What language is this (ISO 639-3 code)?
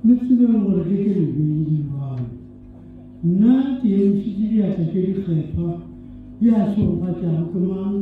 nso